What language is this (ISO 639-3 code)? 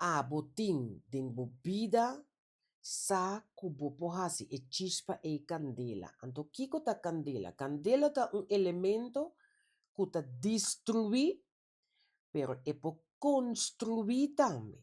pap